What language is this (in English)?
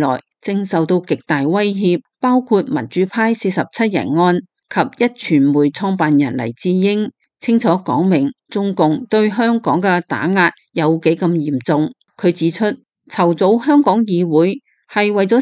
Cantonese